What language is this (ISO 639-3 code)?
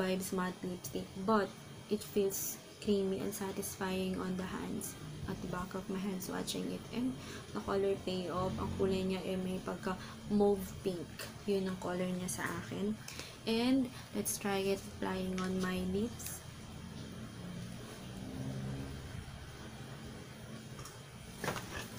fil